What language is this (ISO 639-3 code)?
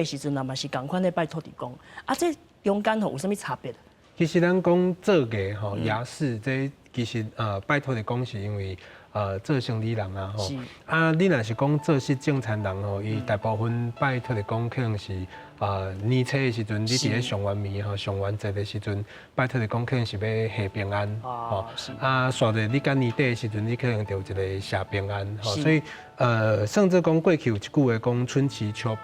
nan